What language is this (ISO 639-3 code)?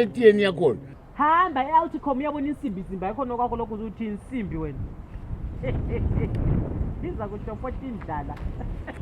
zul